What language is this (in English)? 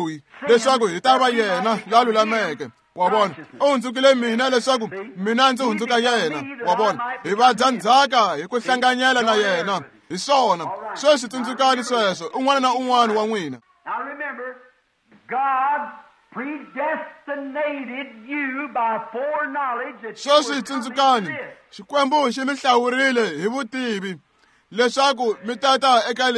Tsonga